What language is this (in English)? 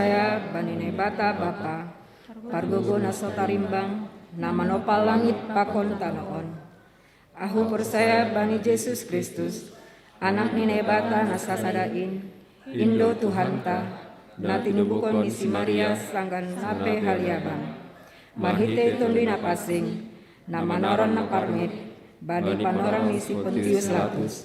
Batak Simalungun